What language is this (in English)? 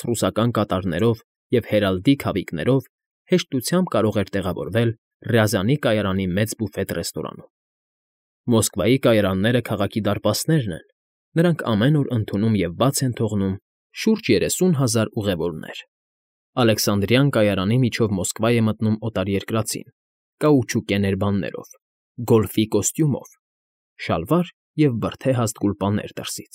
Armenian